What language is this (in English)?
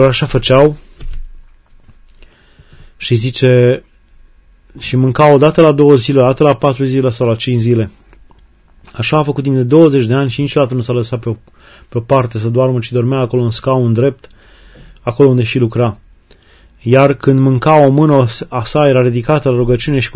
Romanian